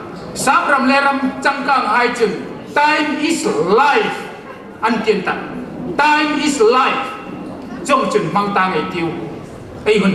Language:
Hmar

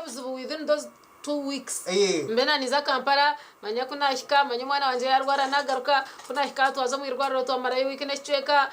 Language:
Nyankole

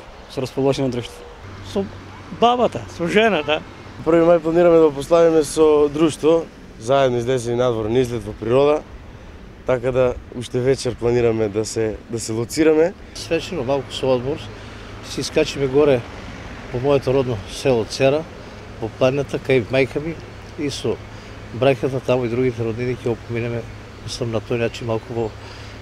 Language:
Macedonian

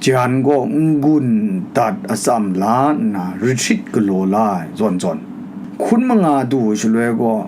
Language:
Kachin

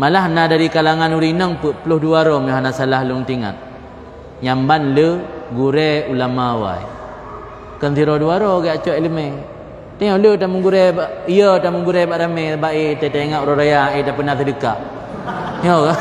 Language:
Achinese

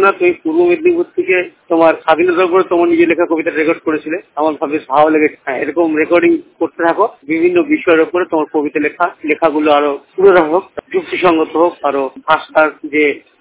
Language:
Bangla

